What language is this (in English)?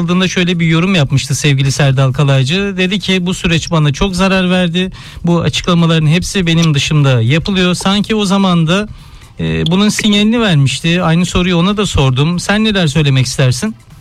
Turkish